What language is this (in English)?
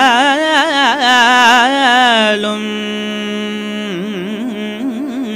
Tamil